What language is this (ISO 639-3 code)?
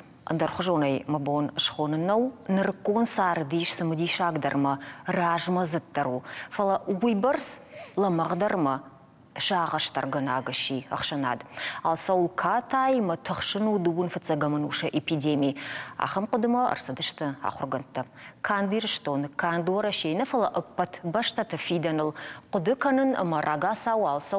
oss